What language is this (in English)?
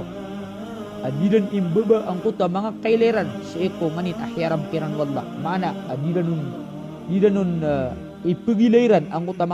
Maranao